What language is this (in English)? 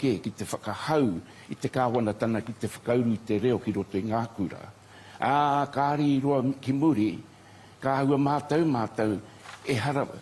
Māori